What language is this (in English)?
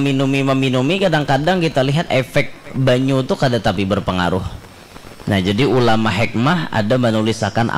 Banjar